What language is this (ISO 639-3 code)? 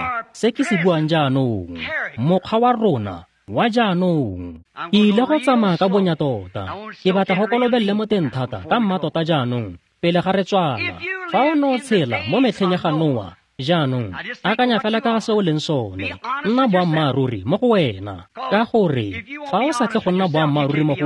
tsn